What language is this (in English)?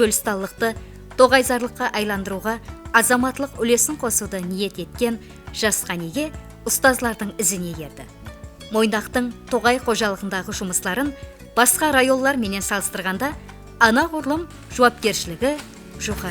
Kara-Kalpak